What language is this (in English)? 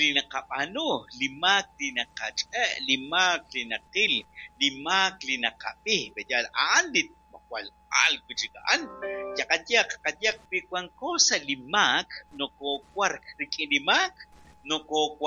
Kekchí